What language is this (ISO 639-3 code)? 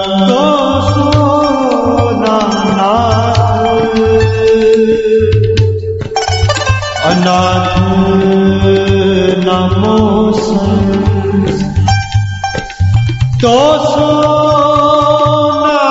pan